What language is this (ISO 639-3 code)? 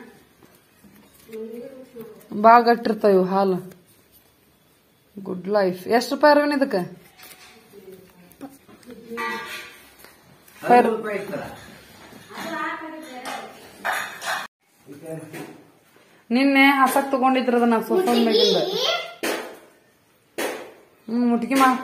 kan